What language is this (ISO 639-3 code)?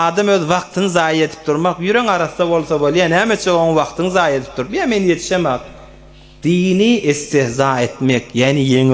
tuk